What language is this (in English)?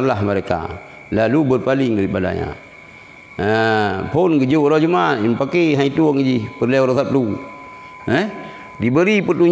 Achinese